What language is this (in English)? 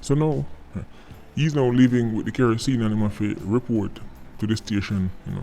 Jamaican Creole English